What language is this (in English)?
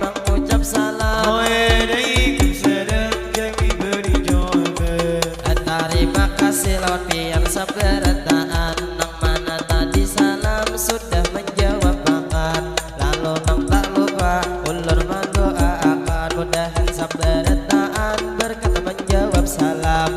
Banjar